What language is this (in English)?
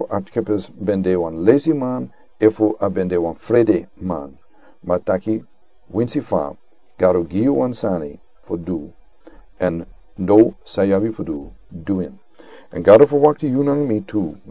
Sranan Tongo